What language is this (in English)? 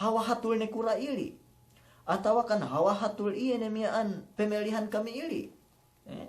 Yakan